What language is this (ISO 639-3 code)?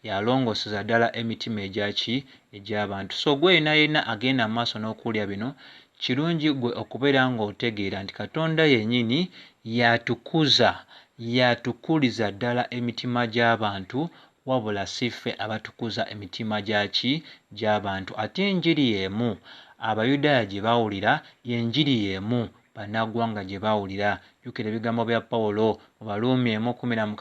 lug